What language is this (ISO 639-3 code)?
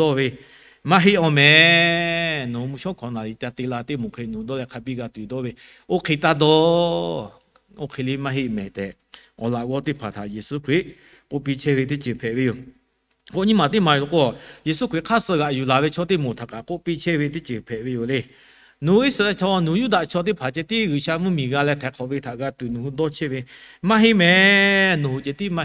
lhu